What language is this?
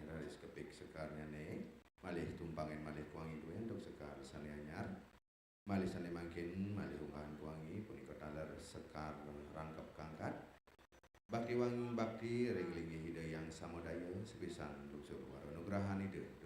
Balinese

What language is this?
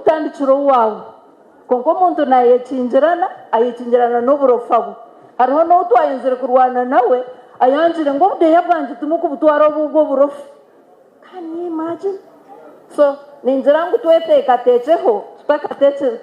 Nyankole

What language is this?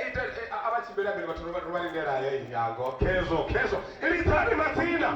Venda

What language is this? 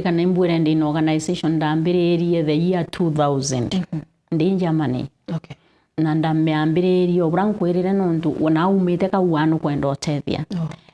Meru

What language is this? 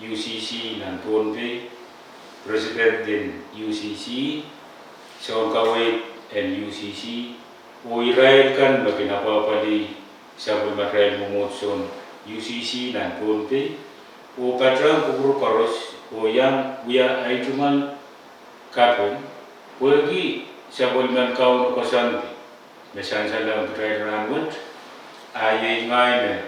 Pohnpeian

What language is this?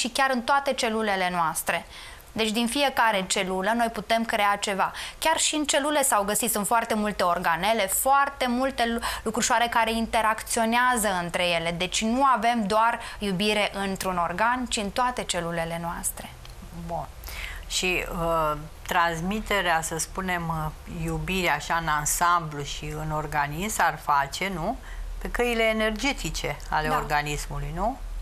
Romanian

